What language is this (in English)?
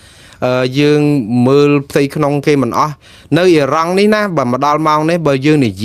Khmer